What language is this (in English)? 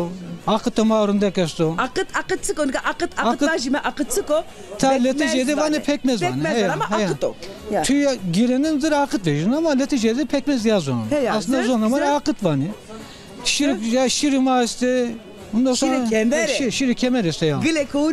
Zaza